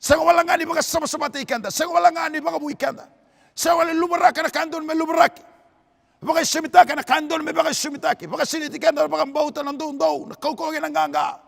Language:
Fijian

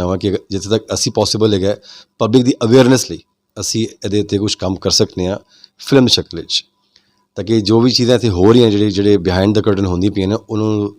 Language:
Western Panjabi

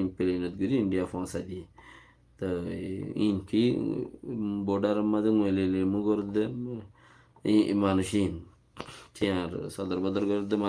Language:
Rohingya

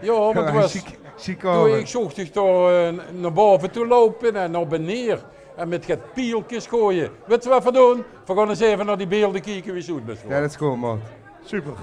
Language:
Limburgish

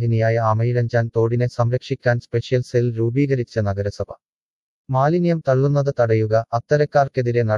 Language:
Malayalam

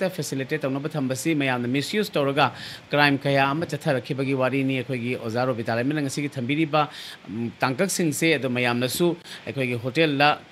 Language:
Manipuri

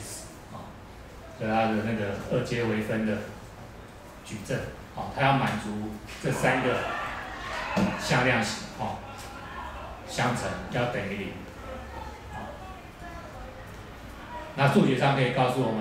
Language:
Chinese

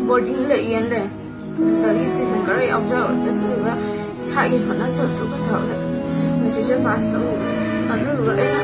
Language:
Manipuri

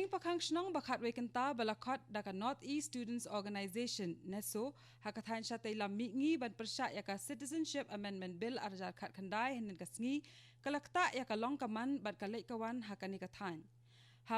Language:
Khasi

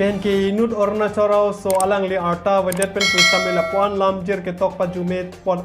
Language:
Karbi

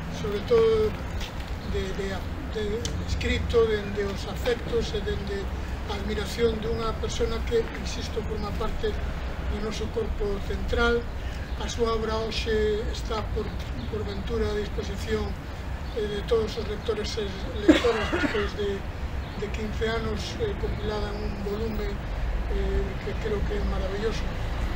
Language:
Galician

